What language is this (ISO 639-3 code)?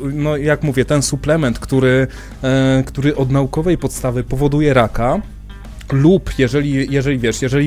pol